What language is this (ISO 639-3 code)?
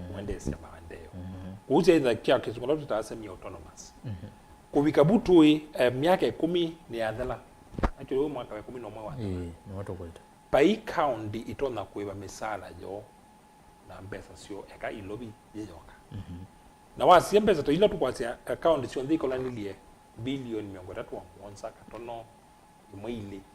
kam